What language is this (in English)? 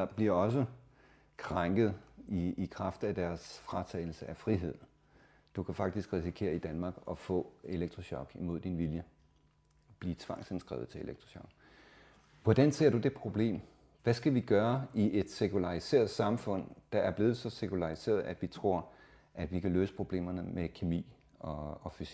Danish